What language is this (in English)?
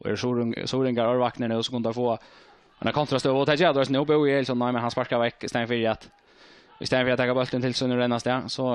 Faroese